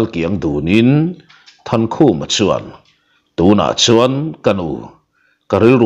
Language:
Mizo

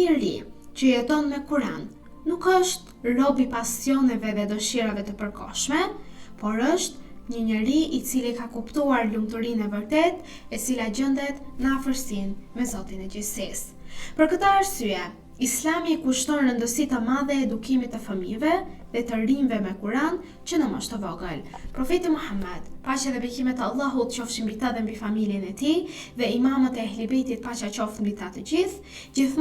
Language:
Albanian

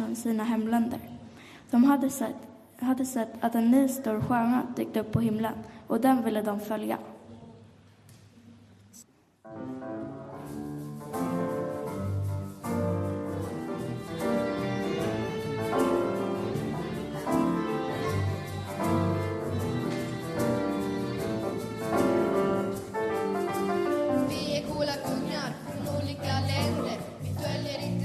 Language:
Swedish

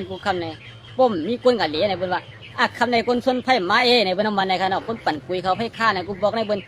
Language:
Shan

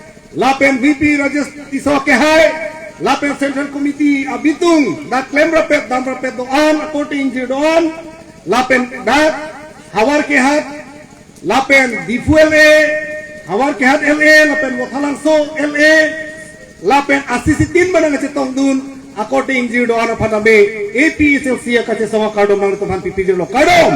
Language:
Karbi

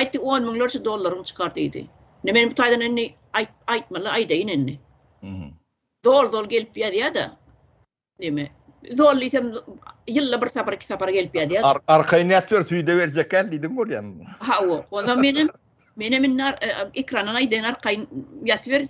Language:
Turkmen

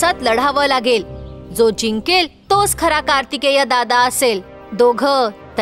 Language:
Marathi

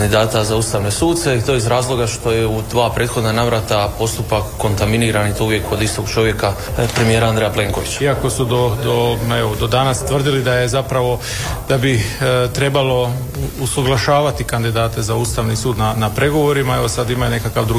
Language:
Croatian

